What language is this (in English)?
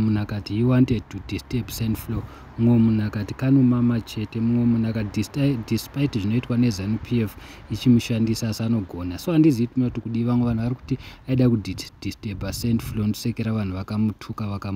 Shona